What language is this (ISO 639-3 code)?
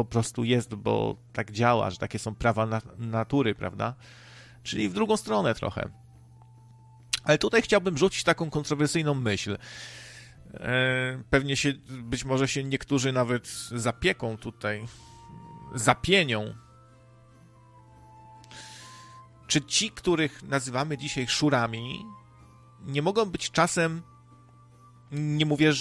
pol